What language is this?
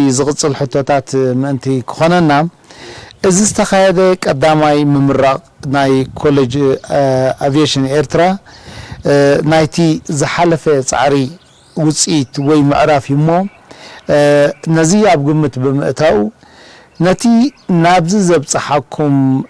Tigrinya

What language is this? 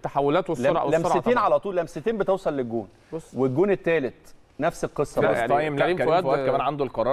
Egyptian Arabic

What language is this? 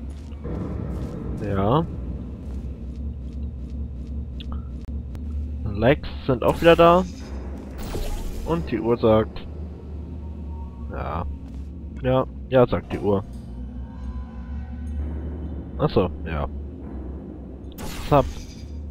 German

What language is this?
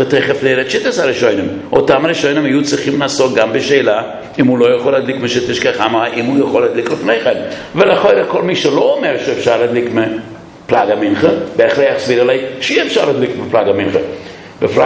Hebrew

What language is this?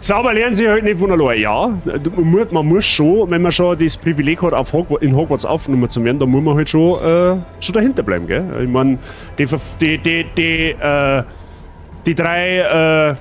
Bavarian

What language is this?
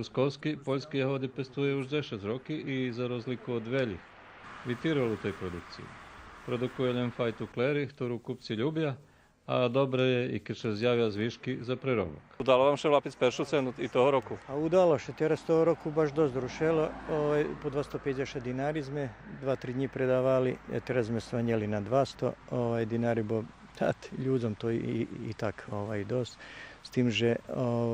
Rusyn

